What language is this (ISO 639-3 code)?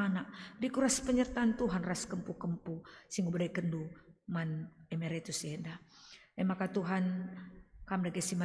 btx